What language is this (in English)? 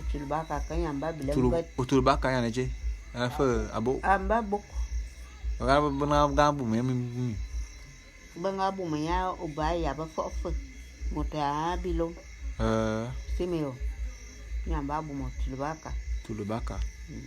Bulu